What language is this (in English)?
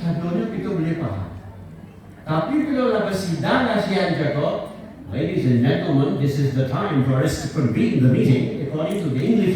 Minangkabau